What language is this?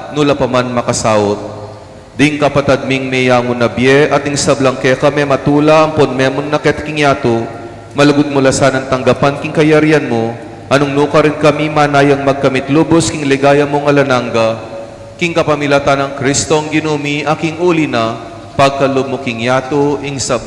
Pampanga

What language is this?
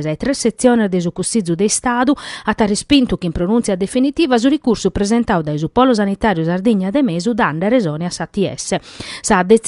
Sardinian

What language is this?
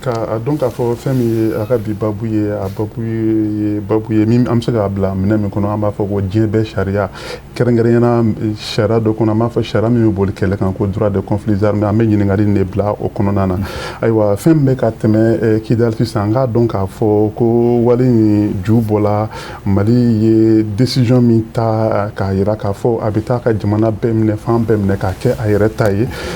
Bambara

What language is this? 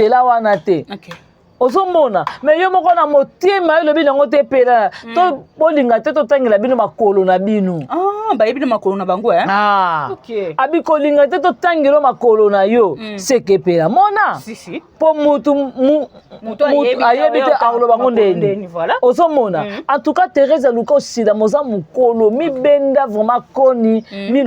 Lingala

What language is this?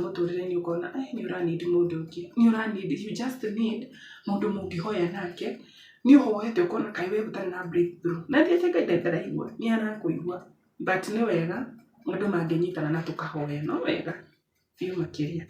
Kikuyu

